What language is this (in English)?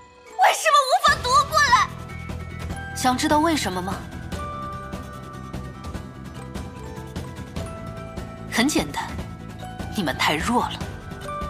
Chinese